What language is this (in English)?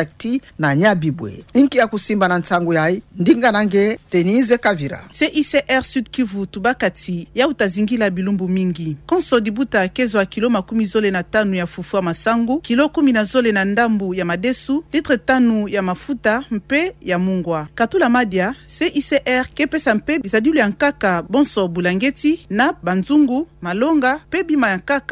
Kituba (Democratic Republic of Congo)